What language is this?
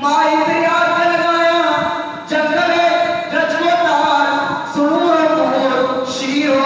Eastern Balochi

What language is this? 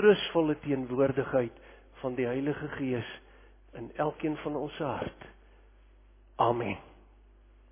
Afrikaans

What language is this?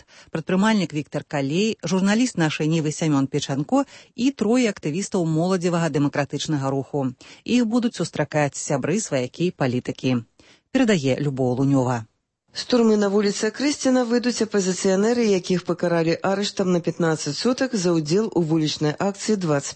Belarusian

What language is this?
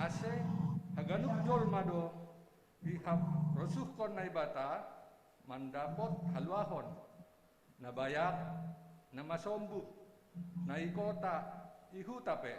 Batak Simalungun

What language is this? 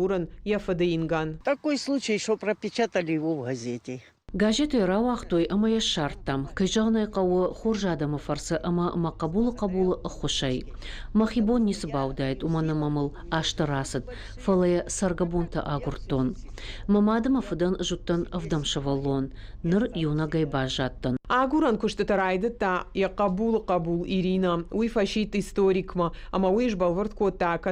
Ossetic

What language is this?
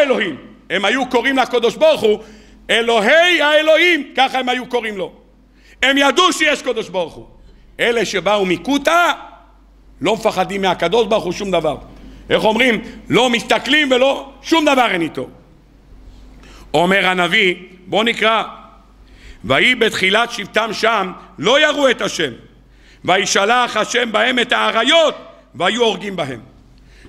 Hebrew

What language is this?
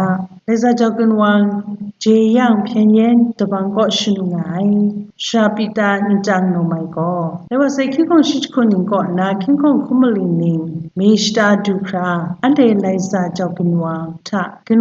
Kachin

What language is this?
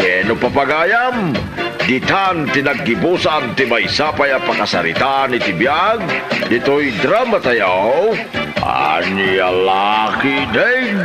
Iloko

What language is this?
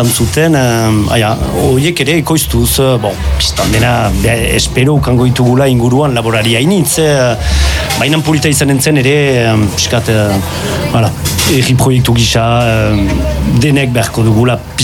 Basque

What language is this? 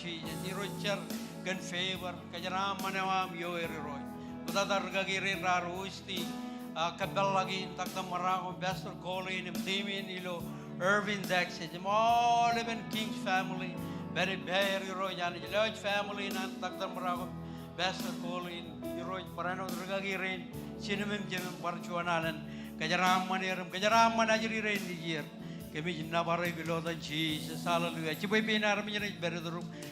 Marshallese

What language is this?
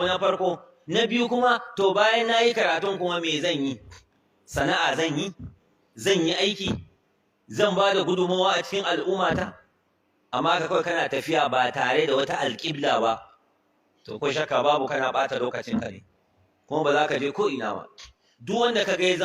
Hausa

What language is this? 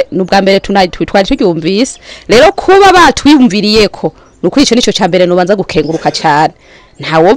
Rundi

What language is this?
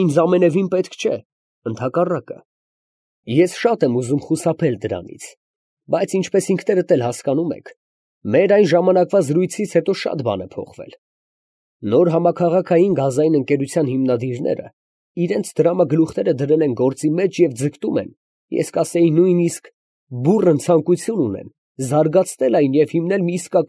Armenian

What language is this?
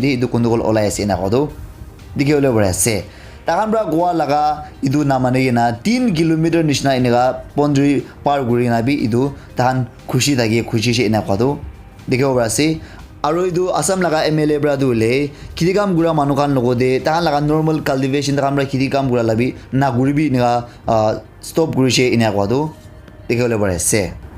Naga Pidgin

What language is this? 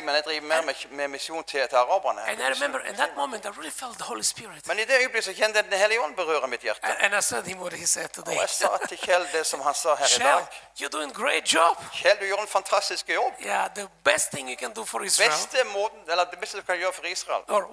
Norwegian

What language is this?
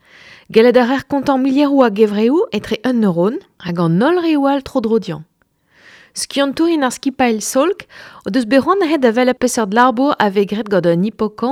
Breton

